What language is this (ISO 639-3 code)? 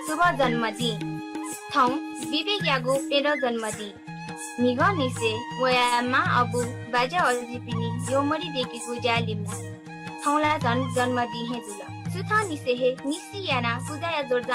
new